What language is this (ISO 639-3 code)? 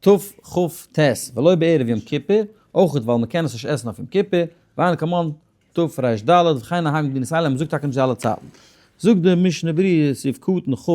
yid